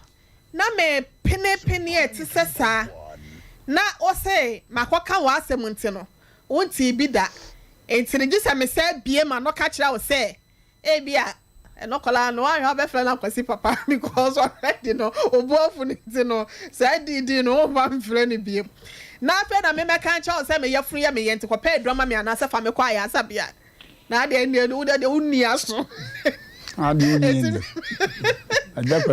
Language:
Akan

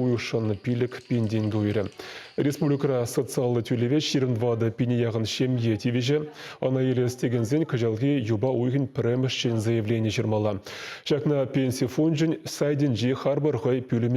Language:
Chuvash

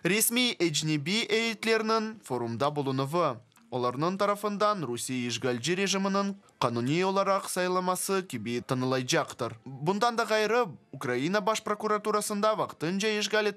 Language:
Crimean Tatar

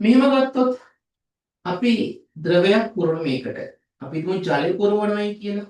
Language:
Sinhala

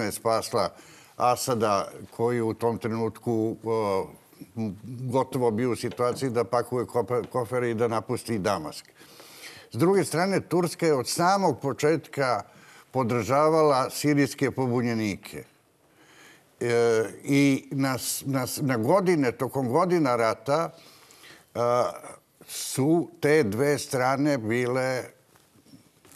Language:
Serbian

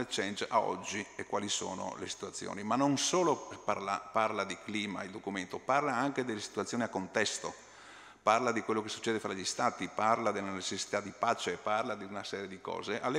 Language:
Italian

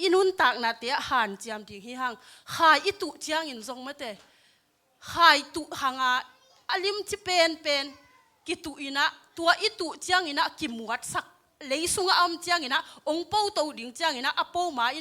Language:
Tedim Chin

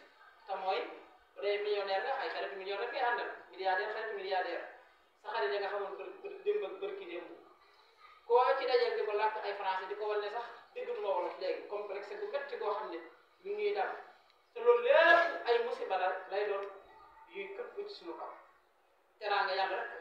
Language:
Wolof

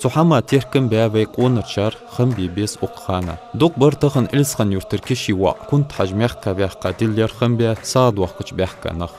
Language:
Ingush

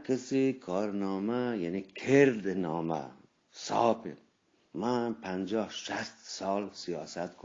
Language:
Eastern Balochi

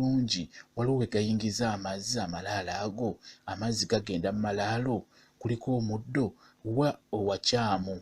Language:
Ganda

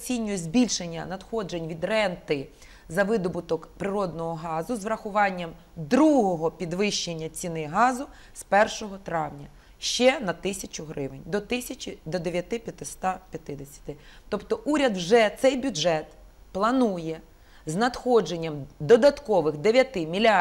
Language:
Ukrainian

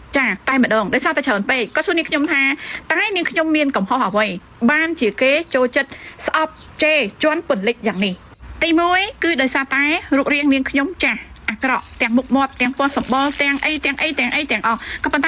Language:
Khmer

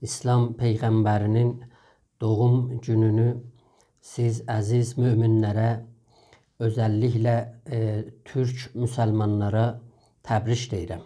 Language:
South Azerbaijani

